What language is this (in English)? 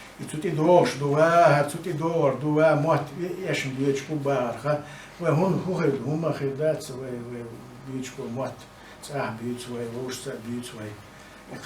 Chechen